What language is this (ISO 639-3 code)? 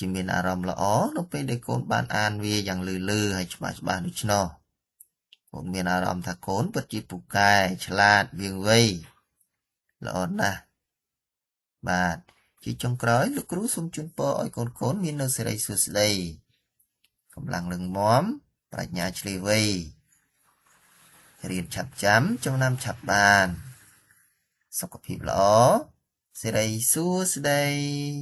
khm